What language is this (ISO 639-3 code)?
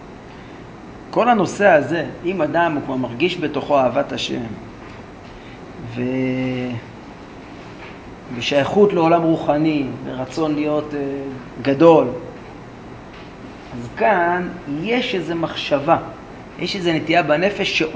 heb